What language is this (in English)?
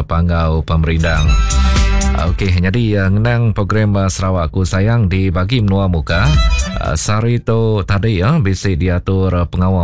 Iban